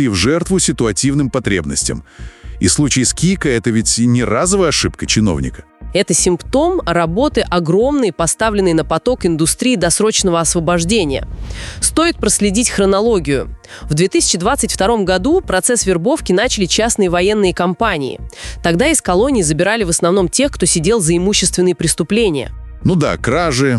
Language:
Russian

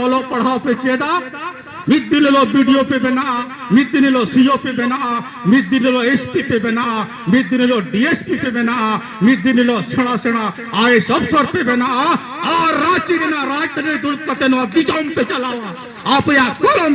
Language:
Santali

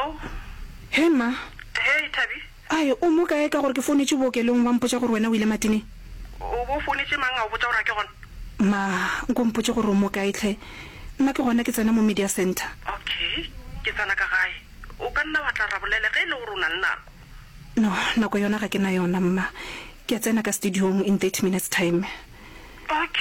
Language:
Northern Sotho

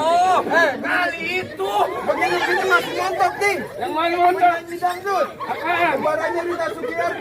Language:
Betawi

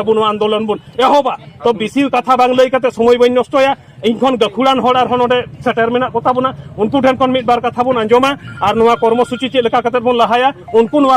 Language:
Santali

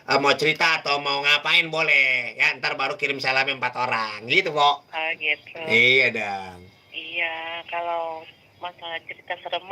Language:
Betawi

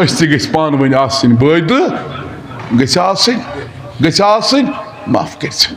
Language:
Kashmiri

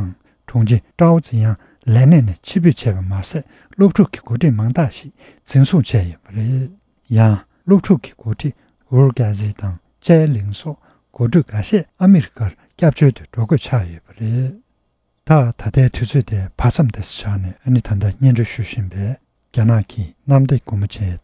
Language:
Tibetan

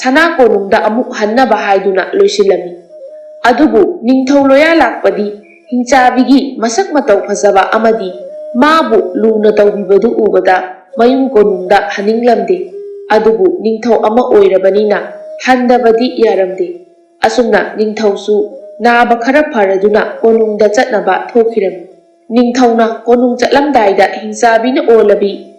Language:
Manipuri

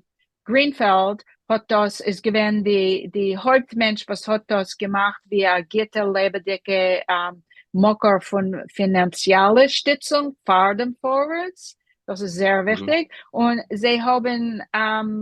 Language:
Yiddish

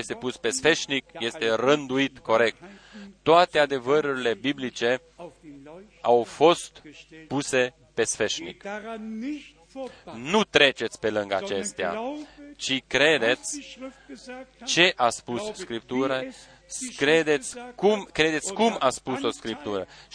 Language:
Romanian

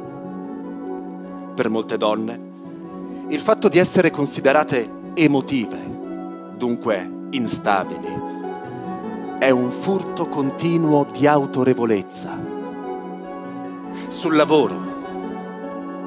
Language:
Italian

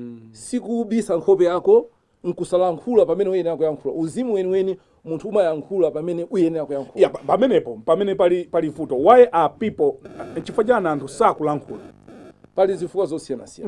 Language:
Nyanja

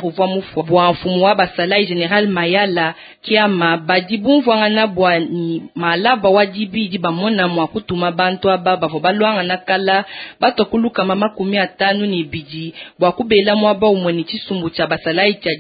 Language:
Luba-Lulua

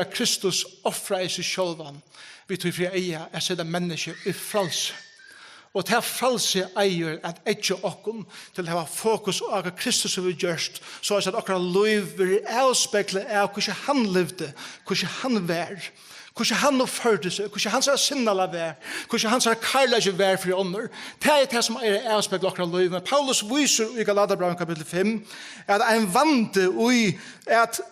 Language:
Faroese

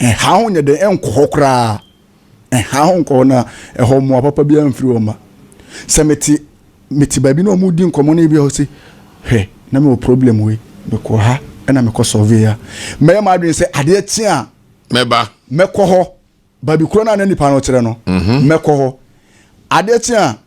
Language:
Akan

